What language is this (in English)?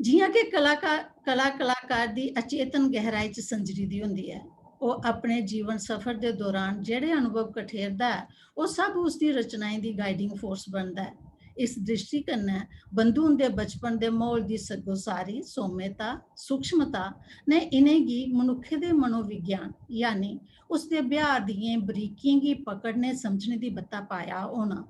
Dogri